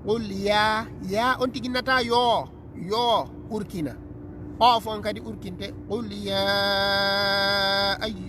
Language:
Fula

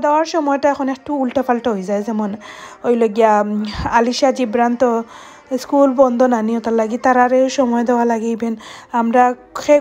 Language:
Sylheti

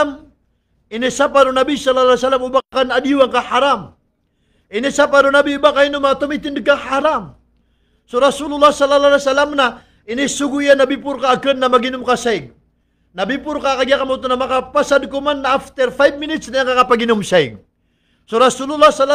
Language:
Maranao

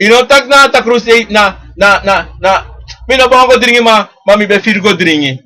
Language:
Sranan Tongo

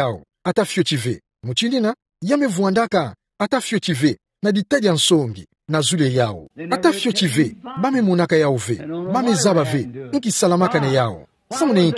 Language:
Kituba (Democratic Republic of Congo)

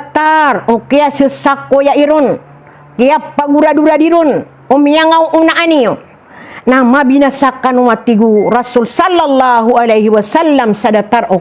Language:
Maranao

